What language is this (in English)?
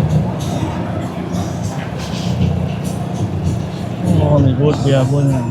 Lao